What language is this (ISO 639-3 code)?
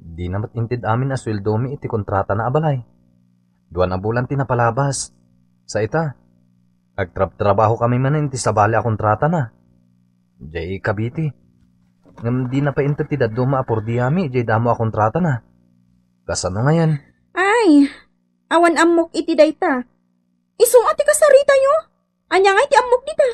ilo